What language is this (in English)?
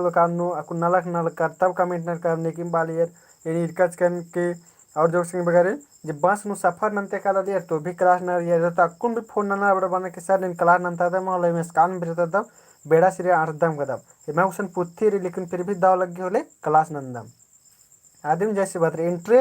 Kurukh